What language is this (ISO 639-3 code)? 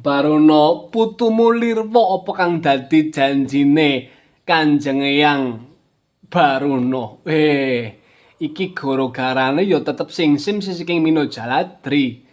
jav